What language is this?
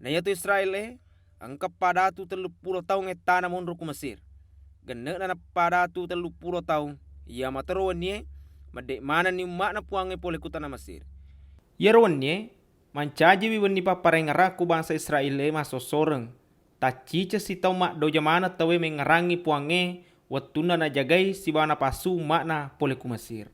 Buginese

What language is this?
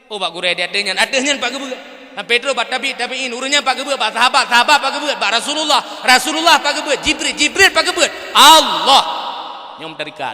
Achinese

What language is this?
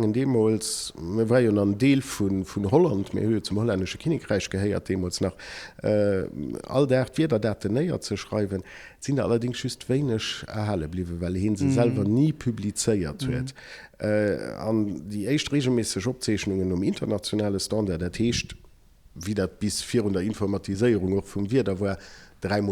Luxembourgish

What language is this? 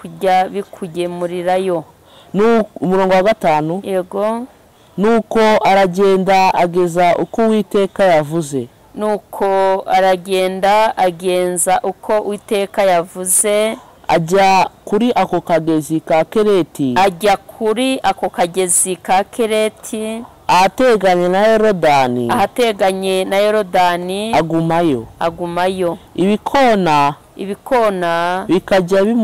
Kinyarwanda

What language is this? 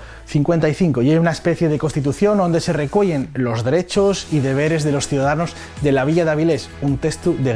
Asturian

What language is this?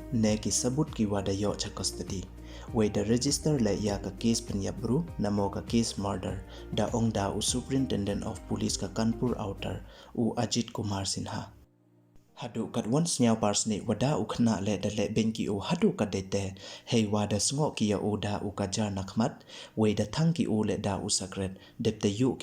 Pnar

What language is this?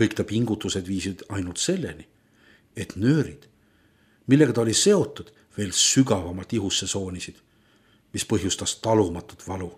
Estonian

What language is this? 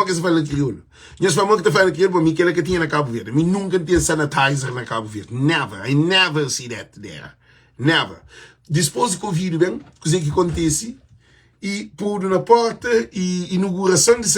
Kabuverdianu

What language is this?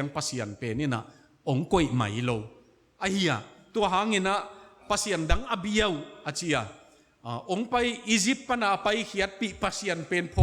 Tedim Chin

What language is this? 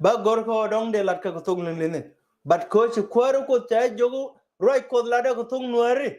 Nuer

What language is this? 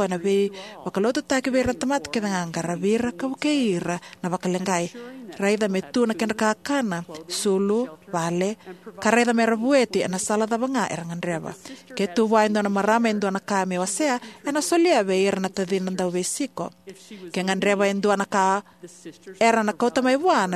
Fijian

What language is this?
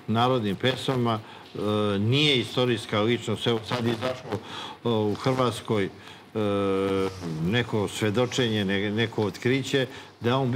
Serbian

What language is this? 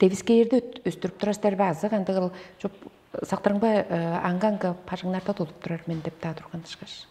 Tuvinian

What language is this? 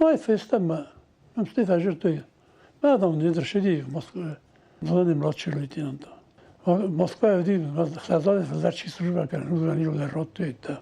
Ossetic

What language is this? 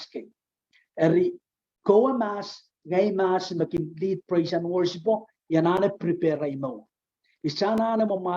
Pohnpeian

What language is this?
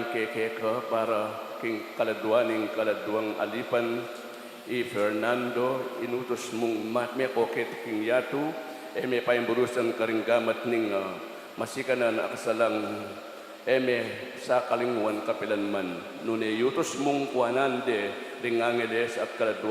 Pampanga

